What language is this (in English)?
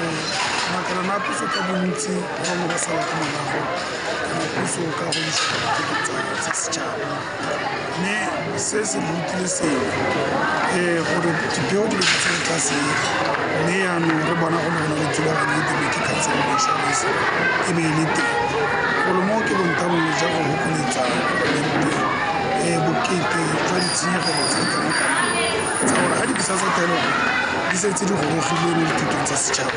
Tswana